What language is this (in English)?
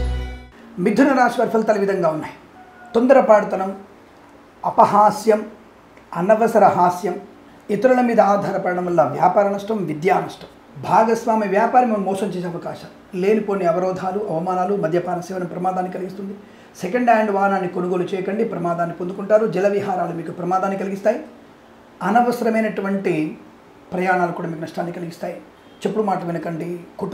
Telugu